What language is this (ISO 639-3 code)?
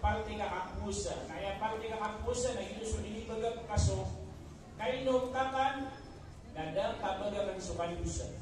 mrw